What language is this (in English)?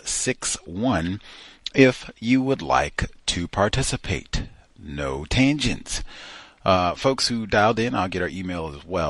English